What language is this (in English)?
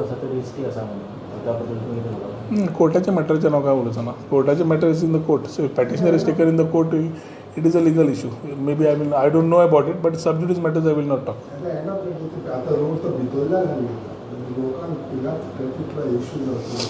Konkani